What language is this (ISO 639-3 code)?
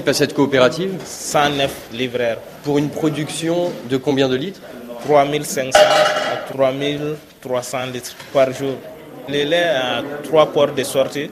fra